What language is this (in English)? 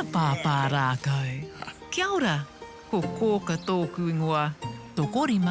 Māori